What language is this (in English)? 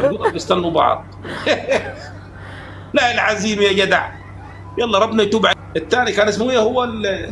Egyptian Arabic